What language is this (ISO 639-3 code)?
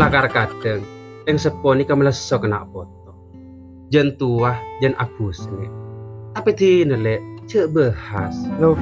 mad